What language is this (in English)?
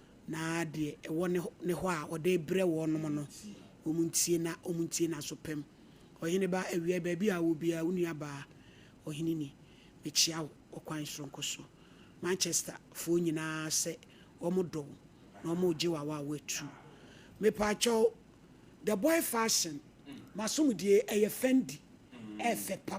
Akan